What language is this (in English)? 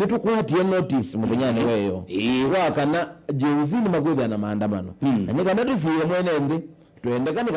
Kamba